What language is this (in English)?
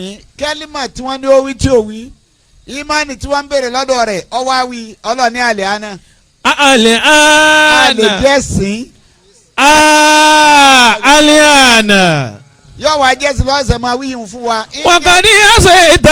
Yoruba